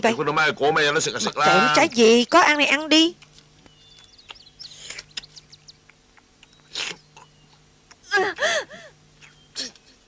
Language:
Vietnamese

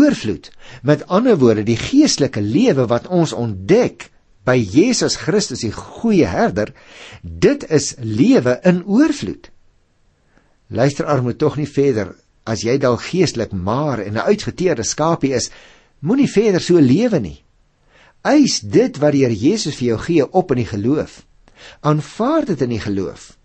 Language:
Afrikaans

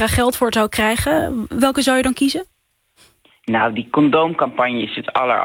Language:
Dutch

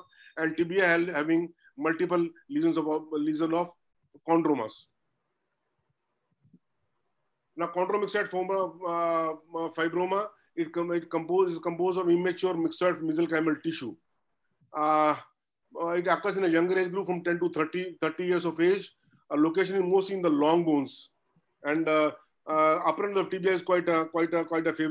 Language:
English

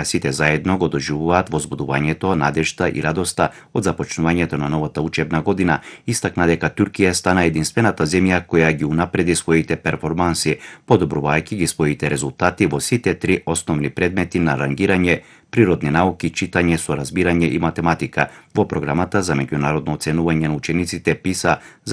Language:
Macedonian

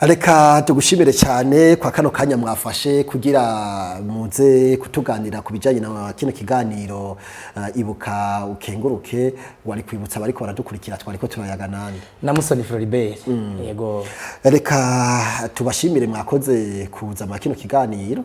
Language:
Rundi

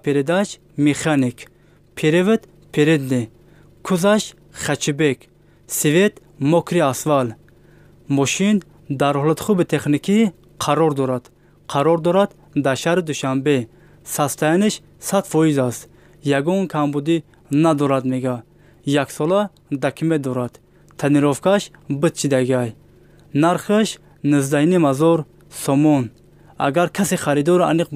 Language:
Tajik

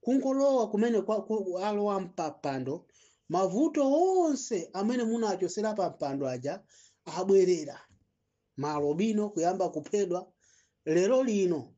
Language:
Nyanja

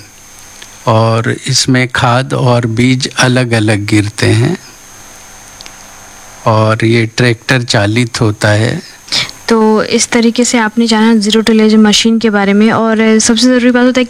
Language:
Hindi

